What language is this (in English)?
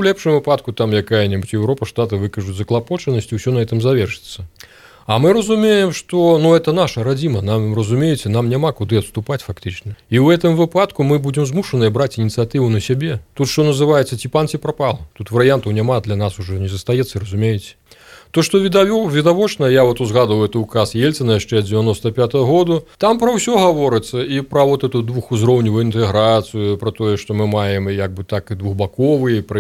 Belarusian